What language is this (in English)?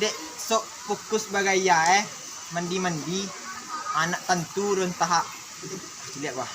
Minangkabau